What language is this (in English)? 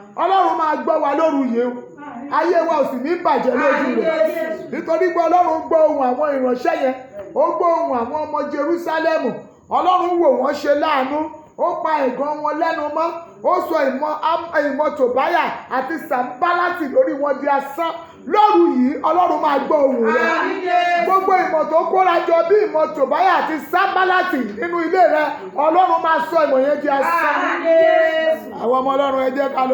Yoruba